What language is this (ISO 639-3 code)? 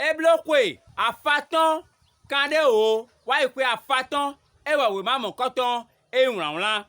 fon